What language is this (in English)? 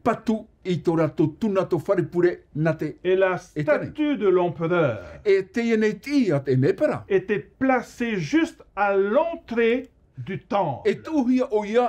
Tahitian